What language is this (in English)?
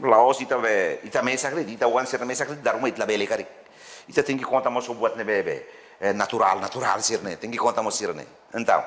Tetum